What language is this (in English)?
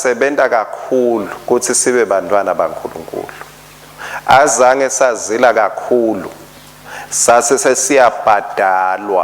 Swati